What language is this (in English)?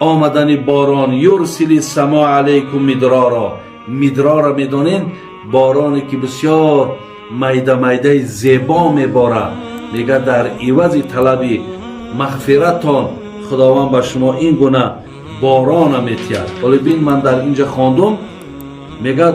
Tajik